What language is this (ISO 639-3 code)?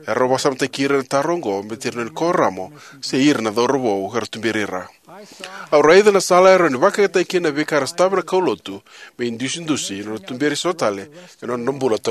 fij